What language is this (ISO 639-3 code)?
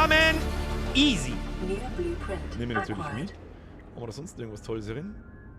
bar